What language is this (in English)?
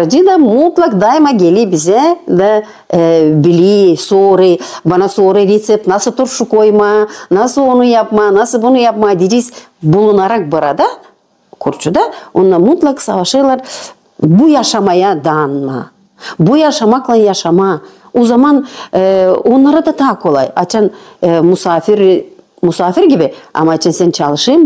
Gagauz